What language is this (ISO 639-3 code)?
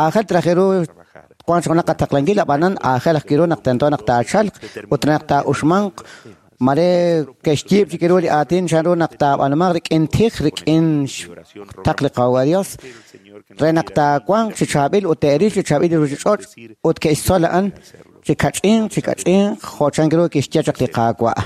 kek